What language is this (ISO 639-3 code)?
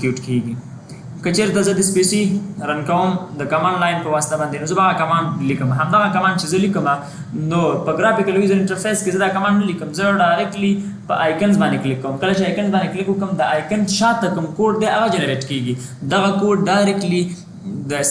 pus